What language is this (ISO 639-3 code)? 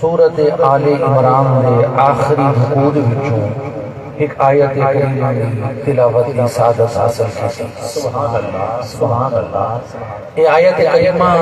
skr